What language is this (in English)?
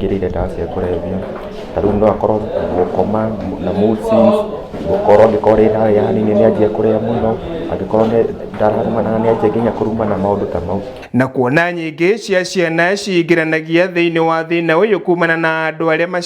Kikuyu